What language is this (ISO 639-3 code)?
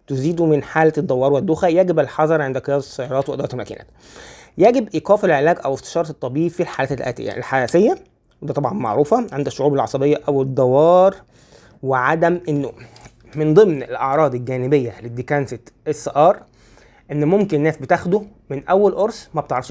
arz